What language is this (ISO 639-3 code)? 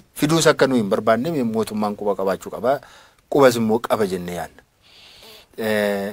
orm